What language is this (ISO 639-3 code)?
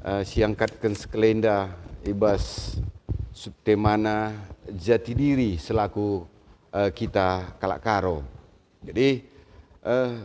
btx